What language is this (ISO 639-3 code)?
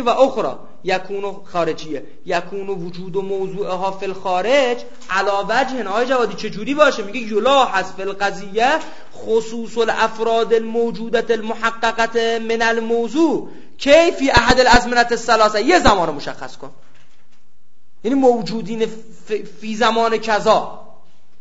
fas